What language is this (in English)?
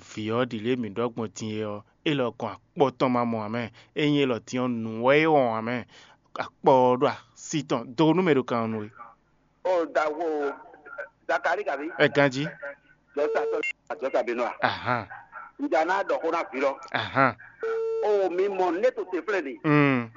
Fon